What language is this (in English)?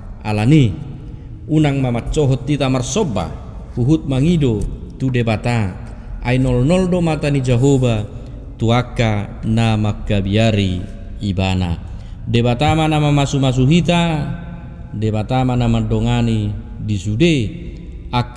Batak Toba